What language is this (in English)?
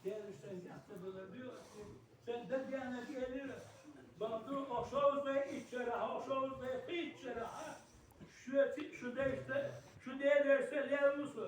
Ingush